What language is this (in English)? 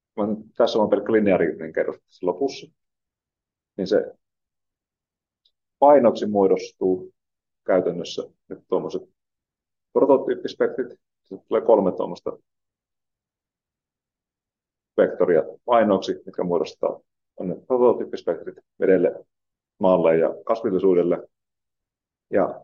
Finnish